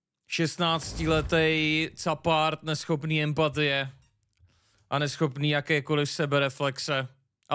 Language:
Czech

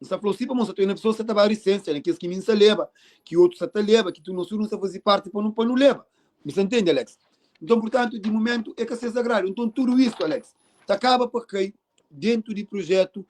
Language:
Kabuverdianu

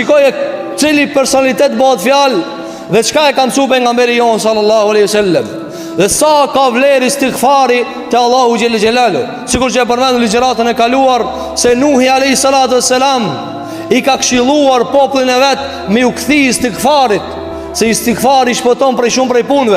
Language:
Albanian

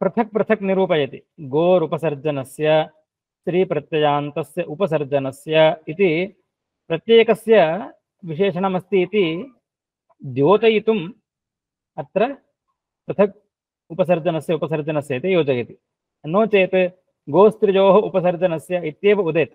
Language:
Sanskrit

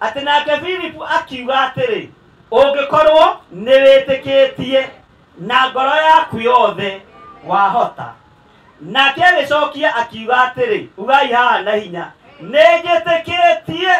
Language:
Kikuyu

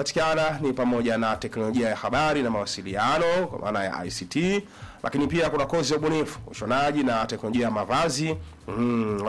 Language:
Swahili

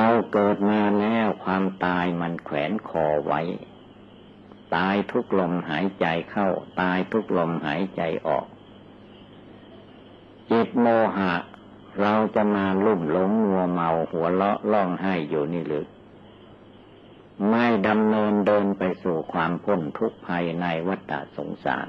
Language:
Thai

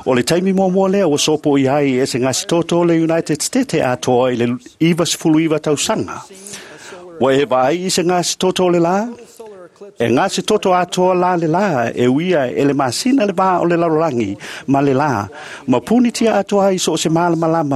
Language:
Samoan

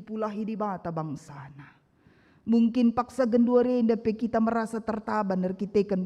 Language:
Batak Karo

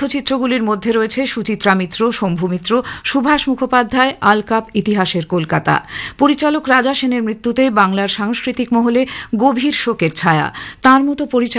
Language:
Bangla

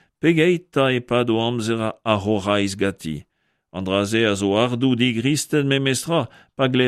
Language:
Breton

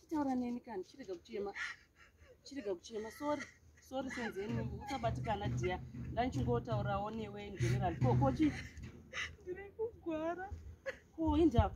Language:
Shona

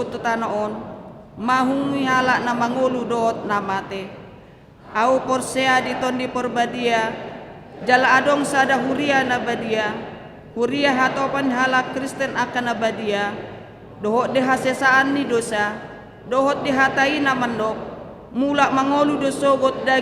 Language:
Batak Toba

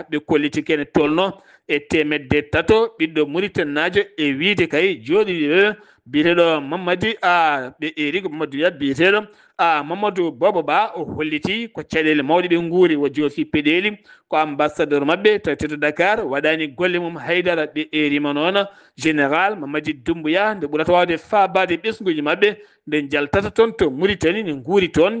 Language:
Fula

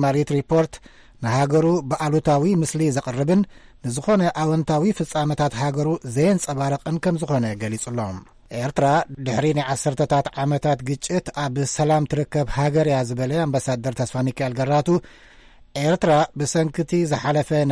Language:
Tigrinya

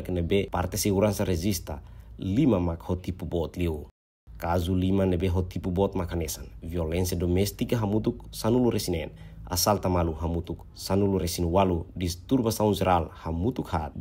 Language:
Tetum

